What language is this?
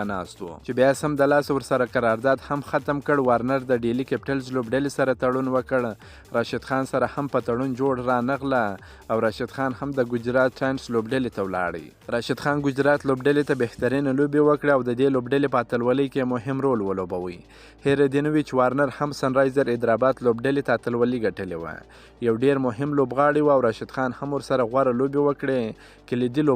Pashto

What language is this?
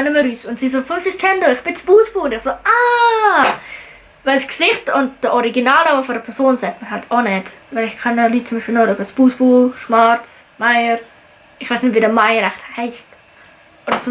Swiss German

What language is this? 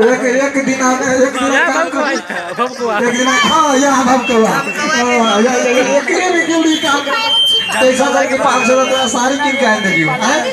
Maithili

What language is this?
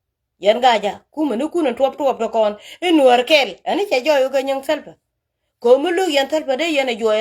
Nuer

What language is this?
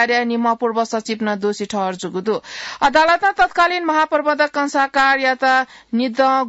Newari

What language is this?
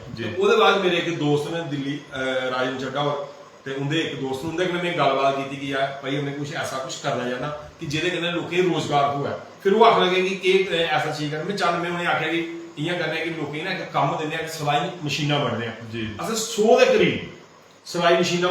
Dogri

